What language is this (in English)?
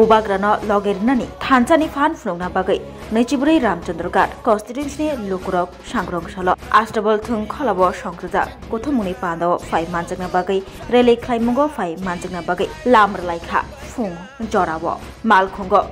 Kok Borok